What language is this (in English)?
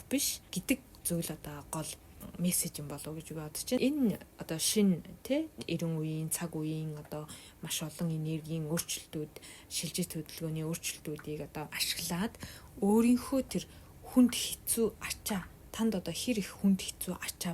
Mongolian